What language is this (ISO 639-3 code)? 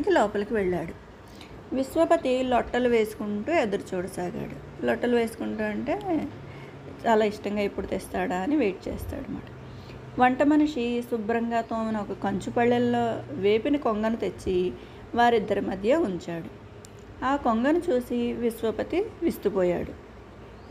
tel